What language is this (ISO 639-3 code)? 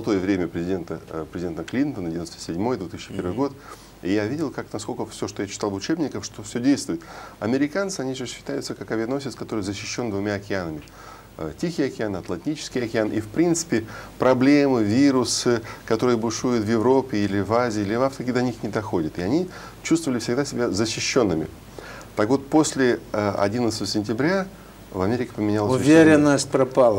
rus